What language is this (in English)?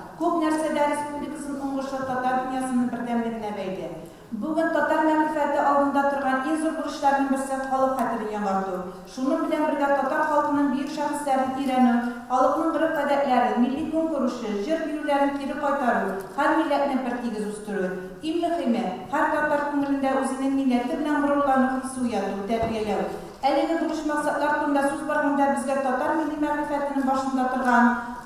Tatar